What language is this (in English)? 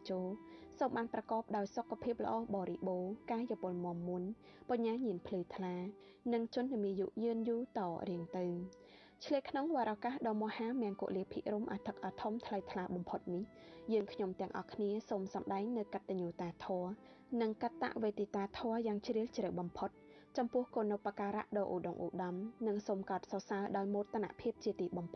Khmer